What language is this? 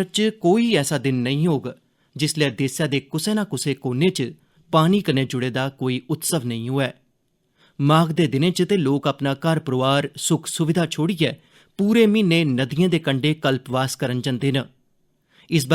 Dogri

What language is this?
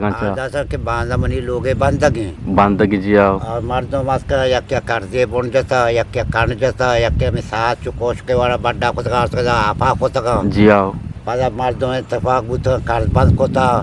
Eastern Balochi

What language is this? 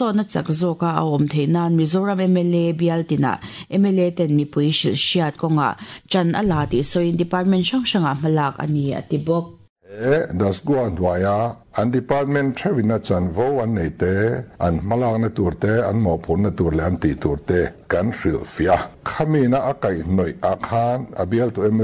Mizo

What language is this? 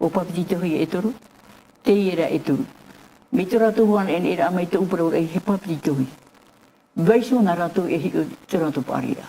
Tahitian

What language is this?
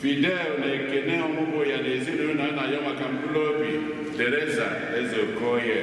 Igbo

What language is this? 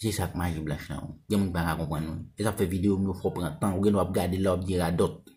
Haitian Creole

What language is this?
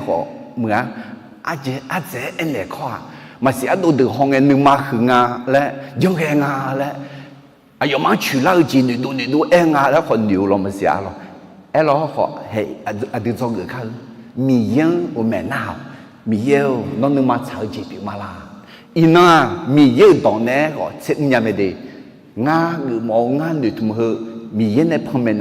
Akha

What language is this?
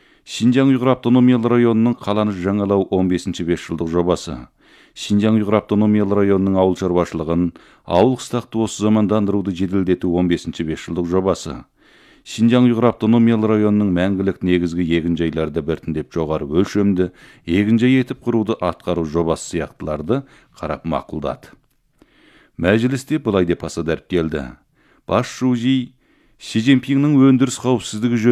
Kazakh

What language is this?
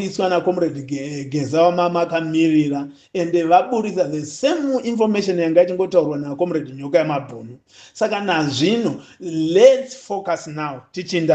Shona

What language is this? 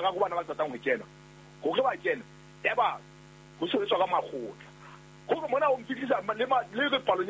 Southern Sotho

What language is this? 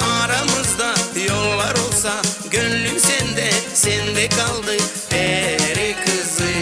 Gagauz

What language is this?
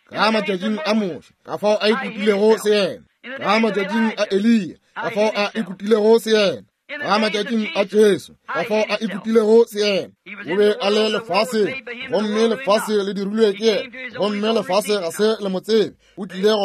Northern Sotho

